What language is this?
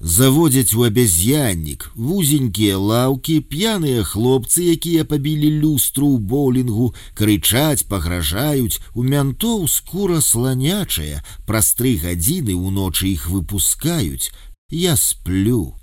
Belarusian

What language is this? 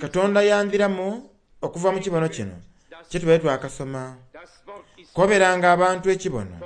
Soga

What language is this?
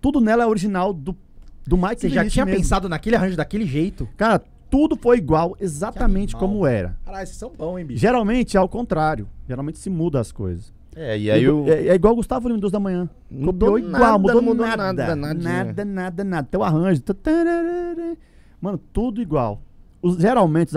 Portuguese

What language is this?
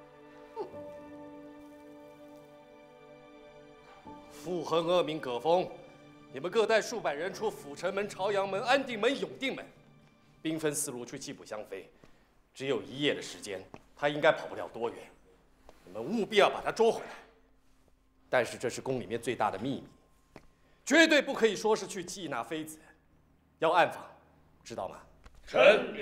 Chinese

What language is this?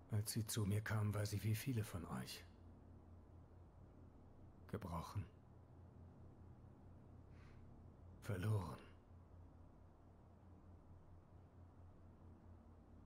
German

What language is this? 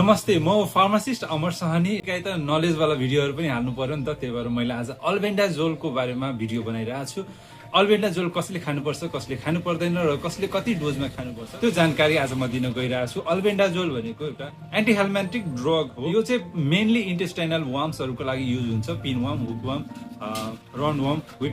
Nepali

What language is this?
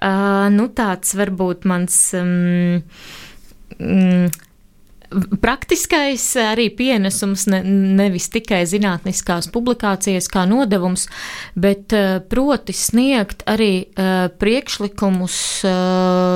Latvian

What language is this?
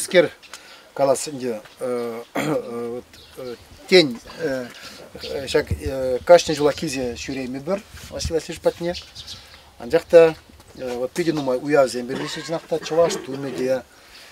Chuvash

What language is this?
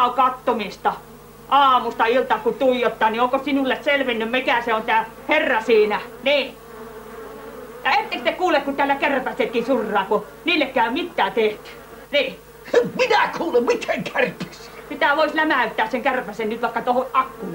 Finnish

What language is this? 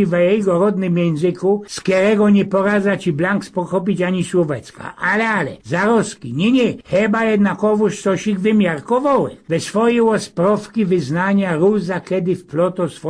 Silesian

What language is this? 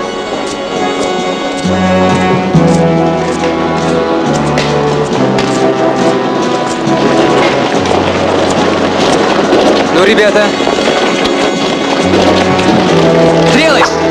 Russian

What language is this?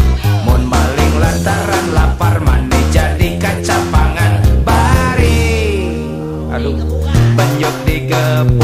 Sundanese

